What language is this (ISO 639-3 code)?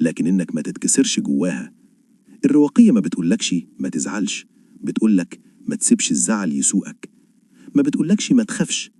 arz